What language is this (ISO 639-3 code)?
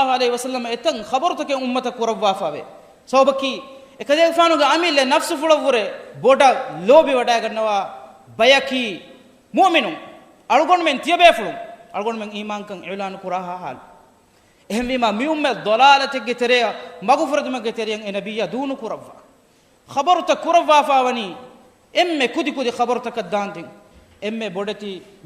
div